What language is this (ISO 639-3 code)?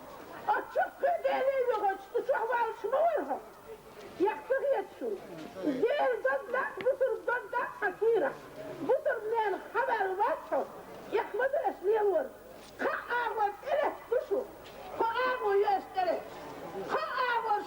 che